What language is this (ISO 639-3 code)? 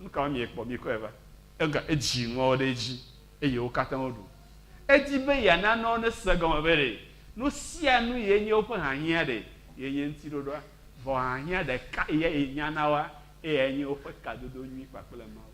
ewe